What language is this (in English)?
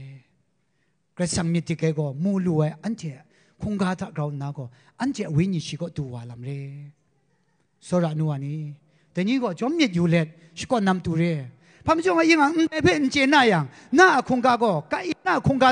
Kachin